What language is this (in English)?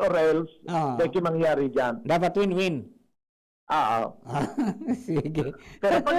Bikol